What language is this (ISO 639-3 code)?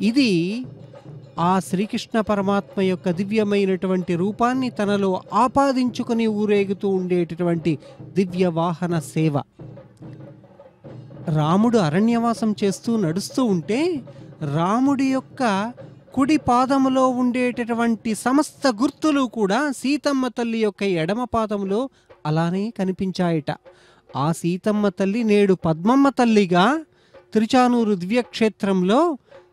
tel